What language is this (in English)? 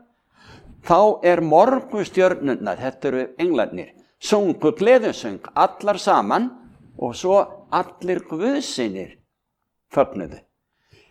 Icelandic